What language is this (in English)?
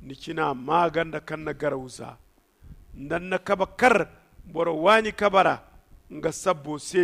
Zarma